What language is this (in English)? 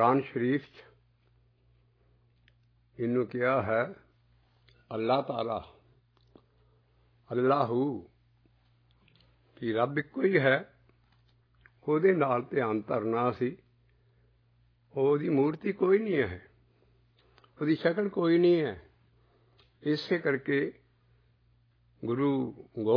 Punjabi